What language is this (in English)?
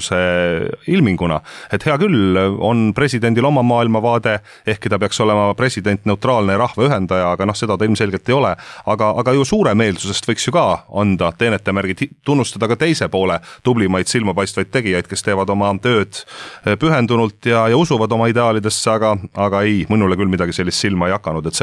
Estonian